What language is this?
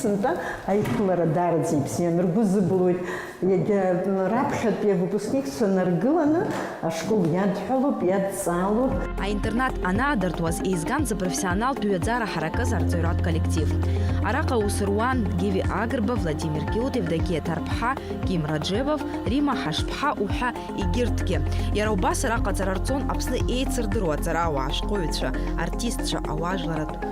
Abkhazian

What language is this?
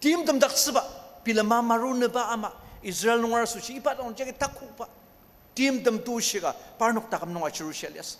Ao Naga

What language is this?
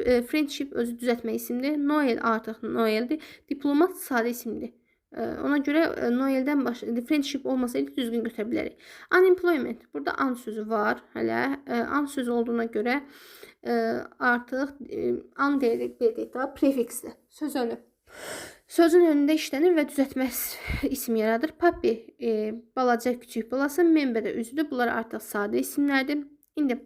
Azerbaijani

